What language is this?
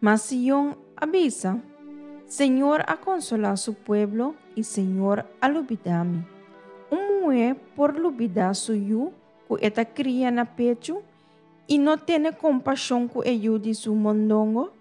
Papiamento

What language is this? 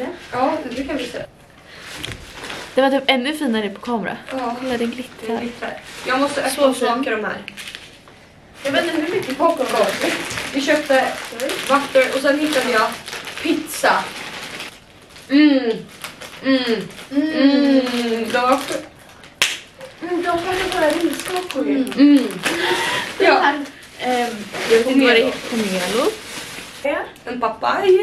Swedish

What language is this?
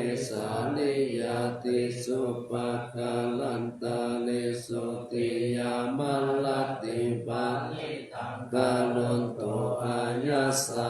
Pali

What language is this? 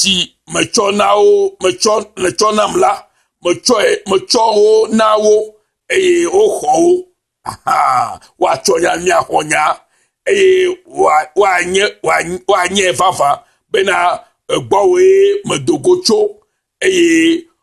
Ewe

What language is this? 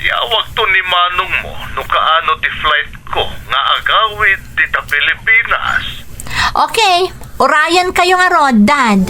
Iloko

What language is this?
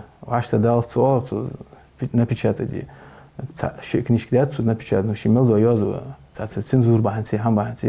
Ingush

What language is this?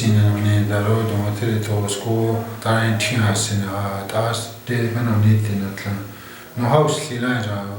Chipewyan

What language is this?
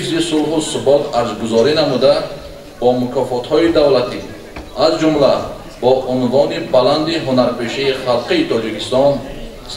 Tajik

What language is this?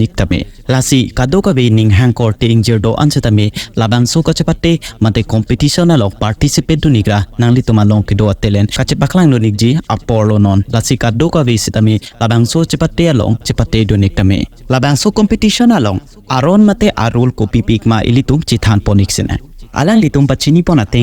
Karbi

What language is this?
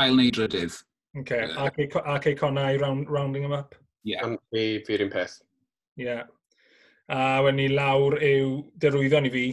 Welsh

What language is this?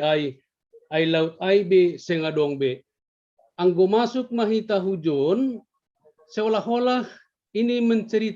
Batak Simalungun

